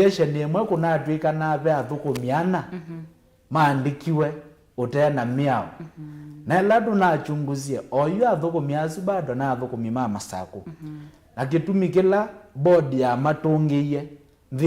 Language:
Kamba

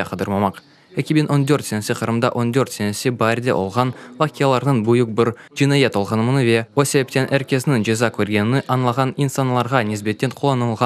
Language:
Crimean Tatar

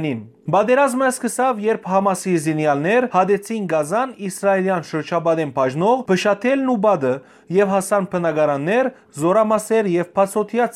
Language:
Western Armenian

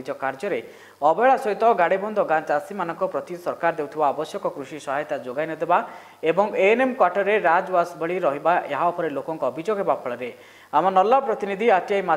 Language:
Odia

